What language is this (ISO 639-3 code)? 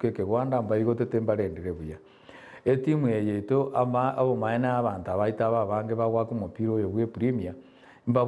guz